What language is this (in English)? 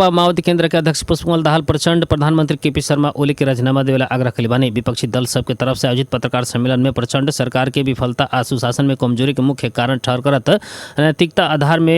Bhojpuri